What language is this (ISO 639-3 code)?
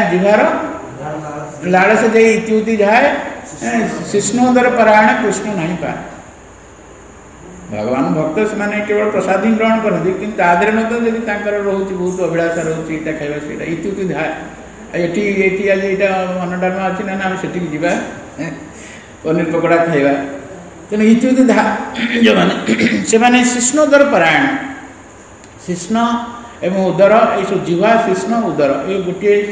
ori